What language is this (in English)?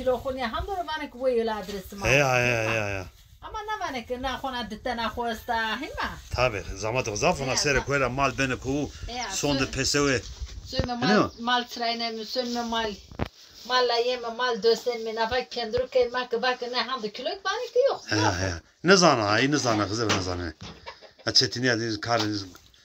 Zaza